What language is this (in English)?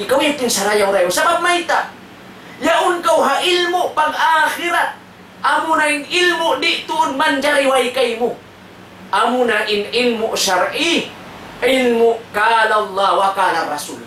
Tausug